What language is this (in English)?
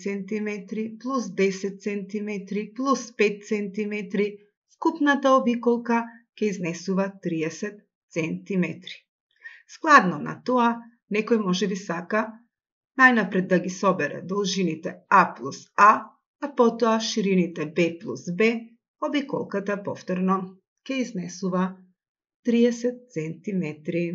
Macedonian